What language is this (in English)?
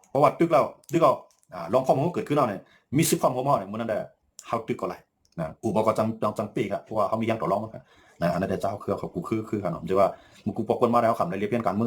Shan